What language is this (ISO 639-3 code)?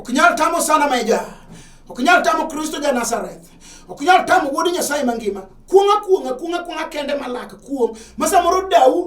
luo